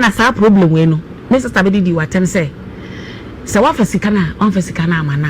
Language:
Akan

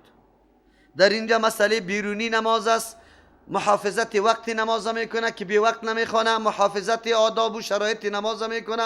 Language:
Persian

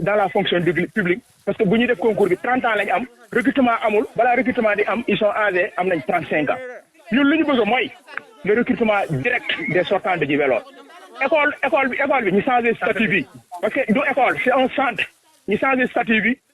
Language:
Wolof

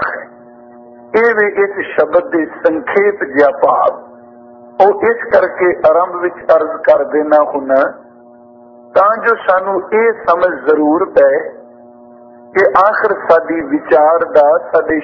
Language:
Punjabi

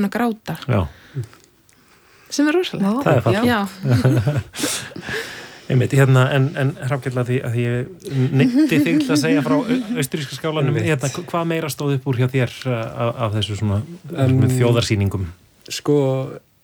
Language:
Icelandic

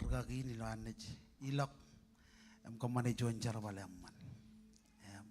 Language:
Marshallese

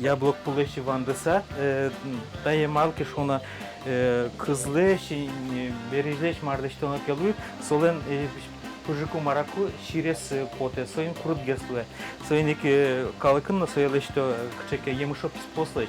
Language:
Udmurt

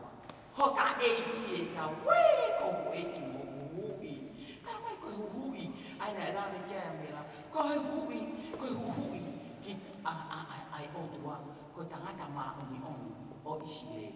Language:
Tongan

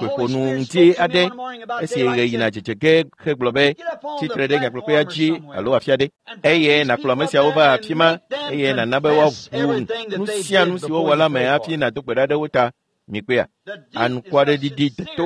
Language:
Ewe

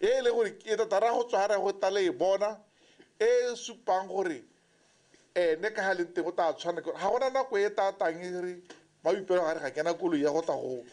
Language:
Tswana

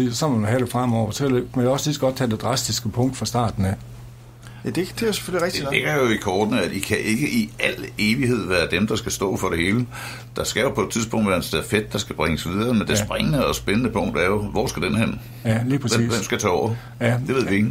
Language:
Danish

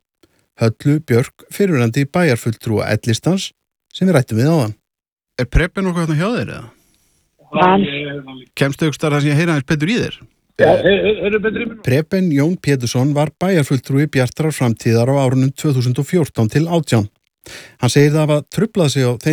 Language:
Icelandic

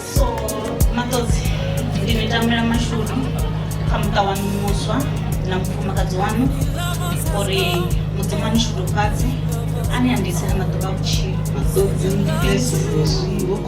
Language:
Venda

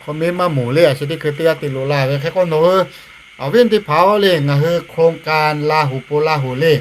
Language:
Lahu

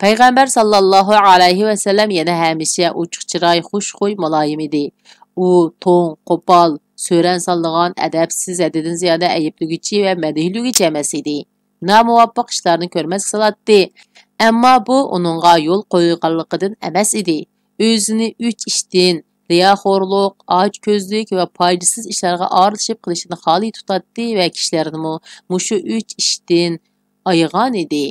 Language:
Uyghur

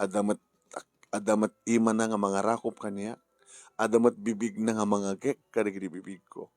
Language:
Iloko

